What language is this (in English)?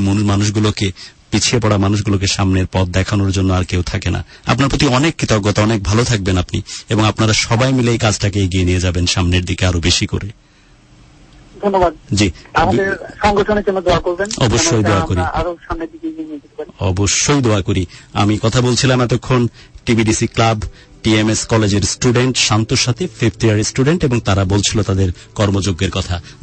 Bangla